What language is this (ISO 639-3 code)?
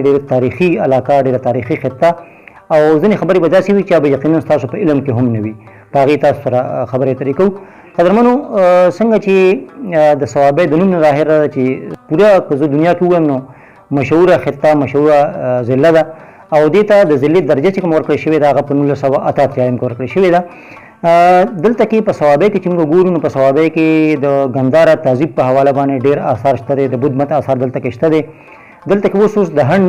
pus